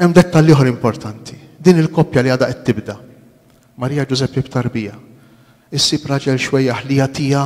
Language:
Maltese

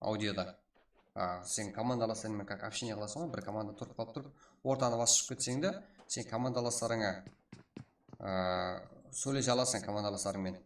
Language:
Kara-Kalpak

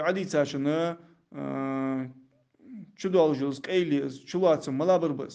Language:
Ingush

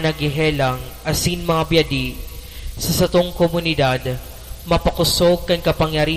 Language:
Bikol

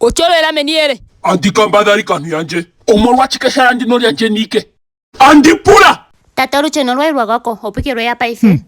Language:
Ndonga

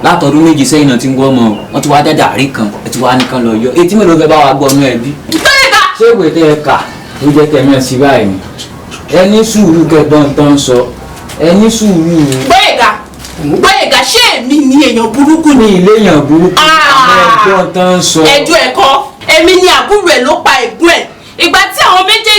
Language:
Yoruba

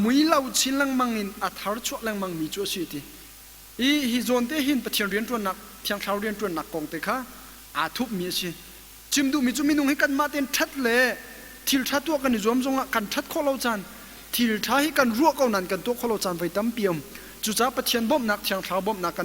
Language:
Hakha Chin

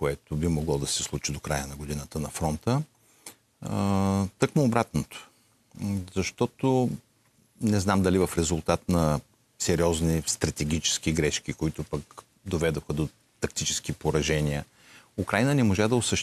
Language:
Bulgarian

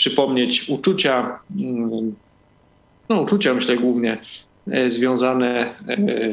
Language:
Polish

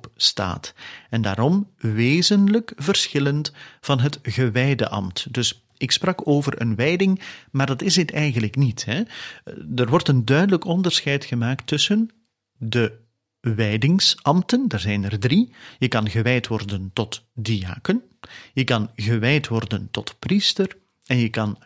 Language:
Dutch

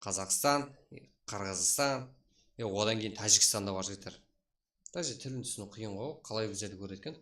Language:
Kara-Kalpak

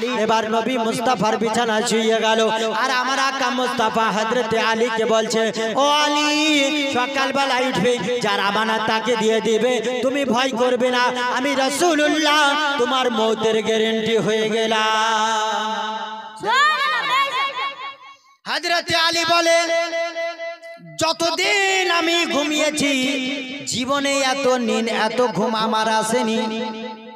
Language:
Bangla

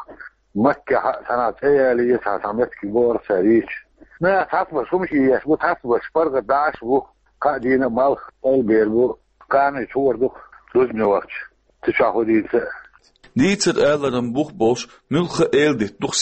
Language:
Chechen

